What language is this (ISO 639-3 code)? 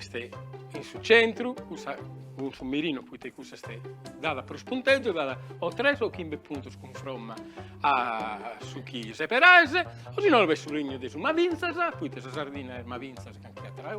srd